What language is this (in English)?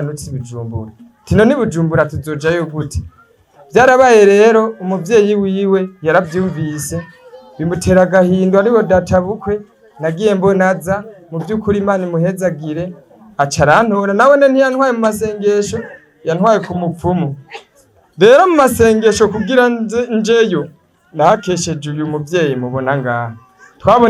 Rundi